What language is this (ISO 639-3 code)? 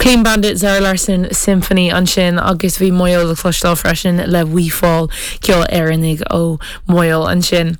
gle